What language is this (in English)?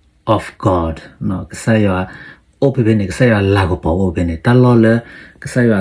S'gaw Karen